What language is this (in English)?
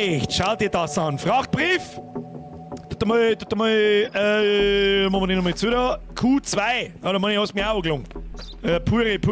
Bavarian